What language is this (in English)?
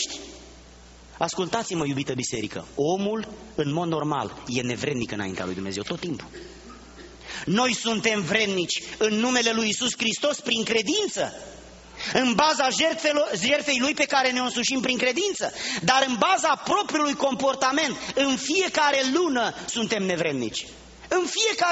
Romanian